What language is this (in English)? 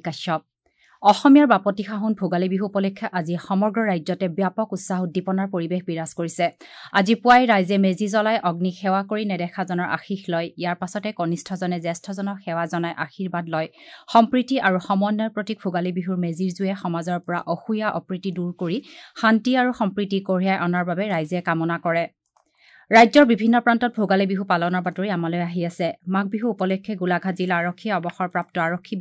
Assamese